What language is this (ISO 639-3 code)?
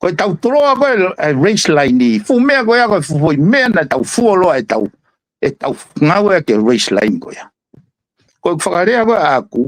ton